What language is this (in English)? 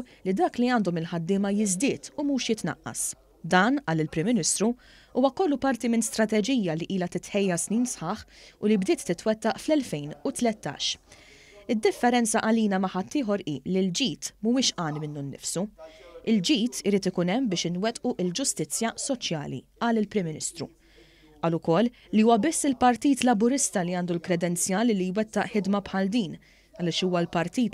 Maltese